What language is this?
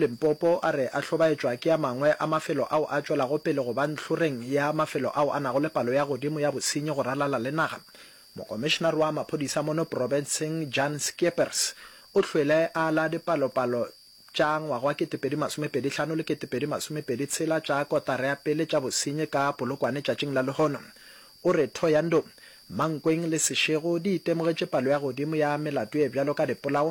Northern Sotho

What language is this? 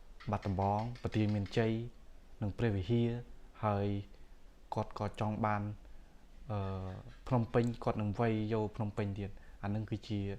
Khmer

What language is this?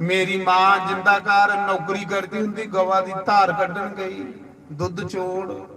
Dogri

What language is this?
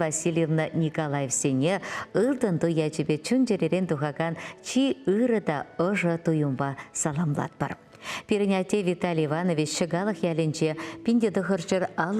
Chuvash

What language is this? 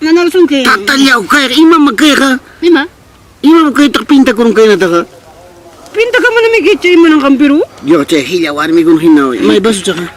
Ayacucho Quechua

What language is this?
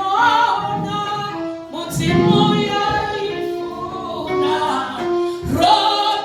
Venda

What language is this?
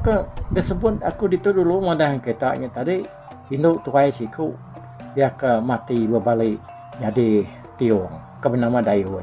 Iban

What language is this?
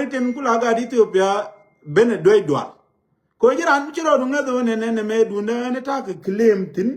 Nuer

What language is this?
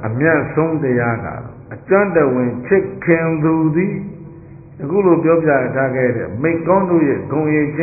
Burmese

